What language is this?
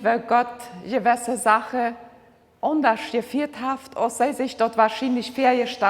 Plautdietsch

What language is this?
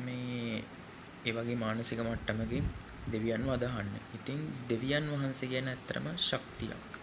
Sinhala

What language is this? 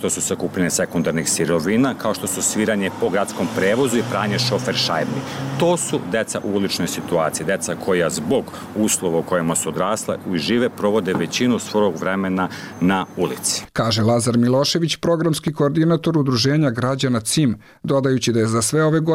Serbian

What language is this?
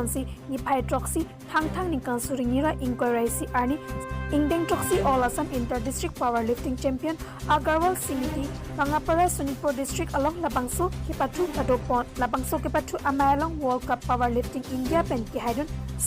Karbi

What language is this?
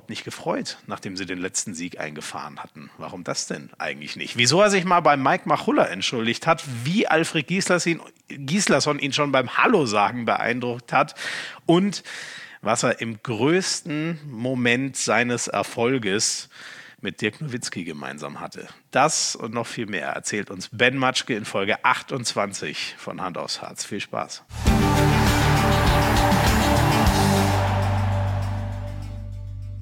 German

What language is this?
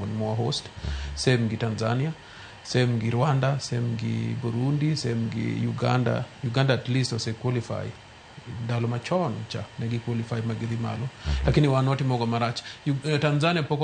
Luo (Kenya and Tanzania)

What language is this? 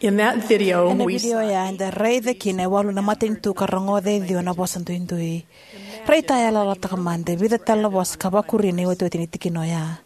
Fijian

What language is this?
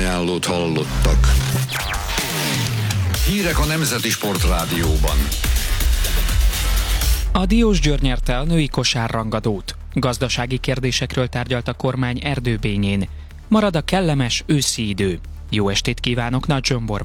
Hungarian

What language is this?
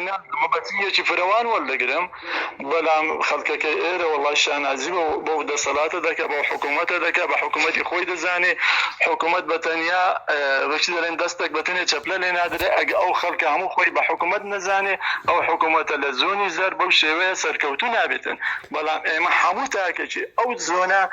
Central Kurdish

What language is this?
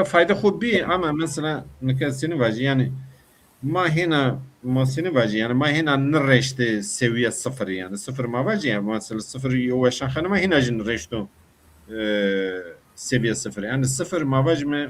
Zaza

